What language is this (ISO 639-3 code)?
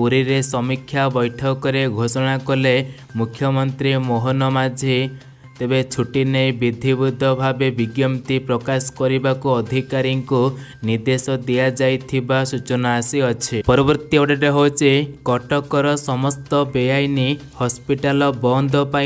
ori